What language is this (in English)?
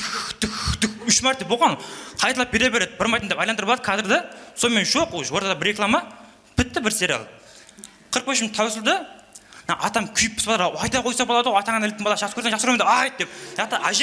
Kara-Kalpak